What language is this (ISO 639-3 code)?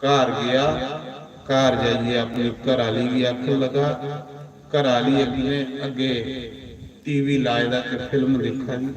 doi